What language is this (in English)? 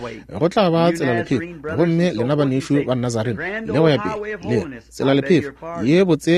Northern Sotho